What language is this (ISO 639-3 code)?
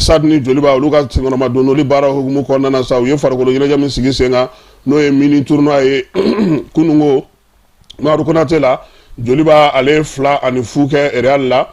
bam